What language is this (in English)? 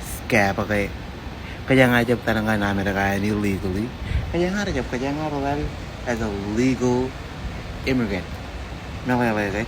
Marshallese